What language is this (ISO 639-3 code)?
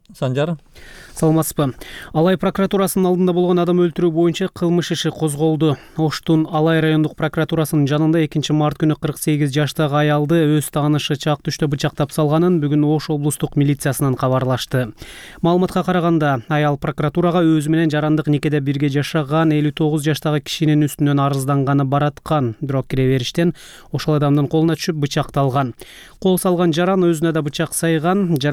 kir